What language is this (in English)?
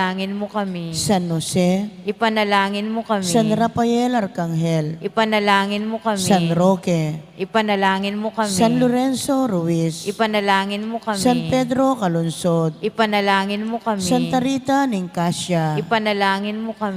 Pampanga